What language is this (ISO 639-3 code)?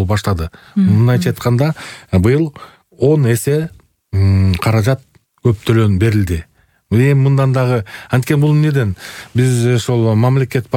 kir